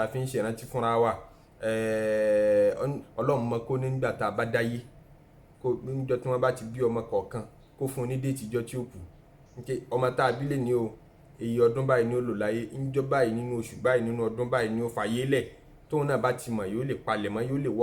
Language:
Yoruba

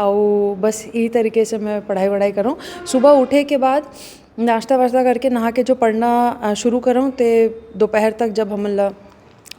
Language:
Chhattisgarhi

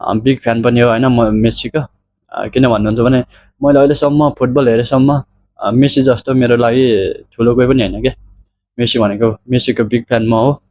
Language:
Nepali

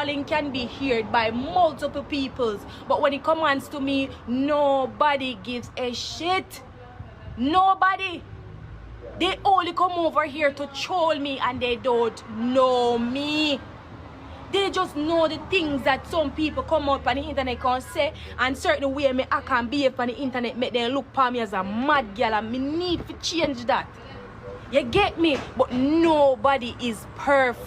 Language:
Jamaican Creole English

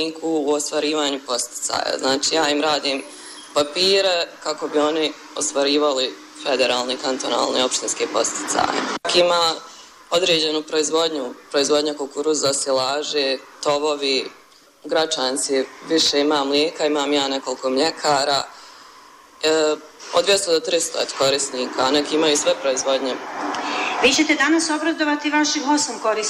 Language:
Bosnian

